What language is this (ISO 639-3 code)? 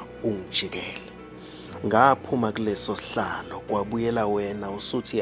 zul